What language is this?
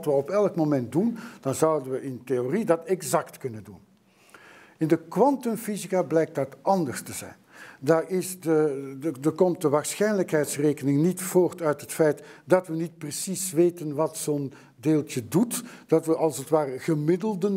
Dutch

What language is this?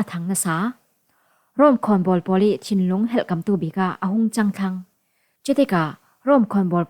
Falam Chin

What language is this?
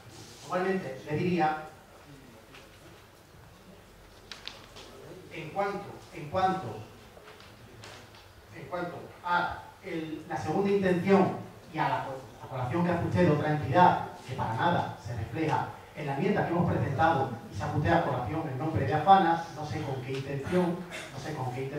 Spanish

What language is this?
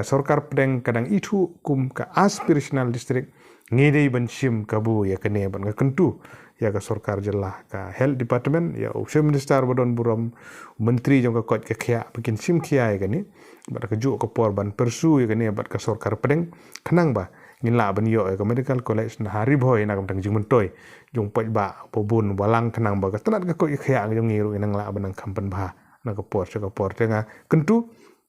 Khasi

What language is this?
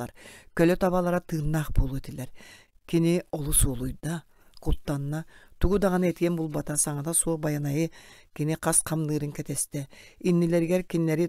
Yakut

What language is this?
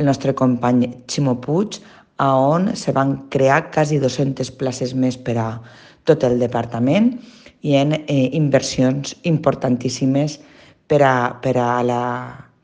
Catalan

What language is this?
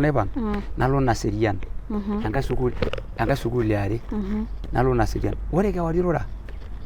Masai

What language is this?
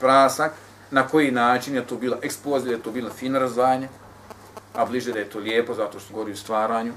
Bosnian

